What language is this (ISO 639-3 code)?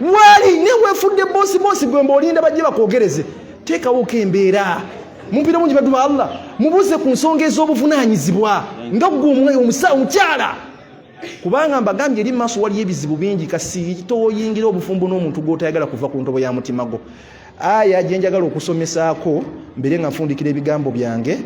lug